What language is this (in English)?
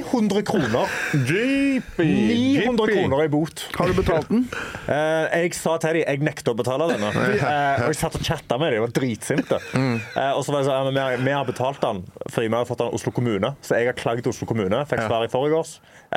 Norwegian